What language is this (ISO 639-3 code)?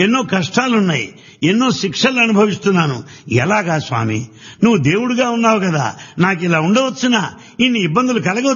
tel